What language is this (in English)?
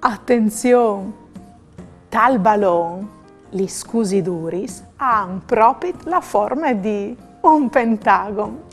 Friulian